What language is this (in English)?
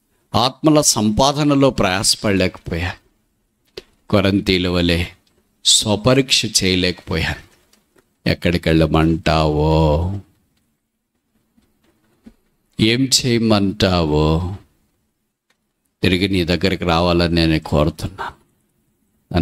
Telugu